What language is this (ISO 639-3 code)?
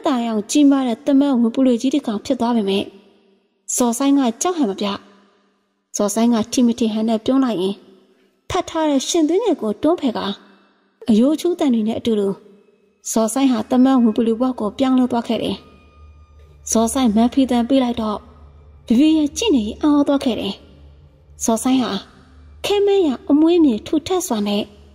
mya